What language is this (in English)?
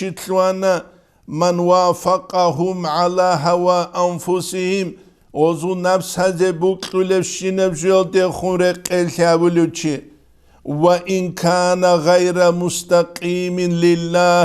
Avaric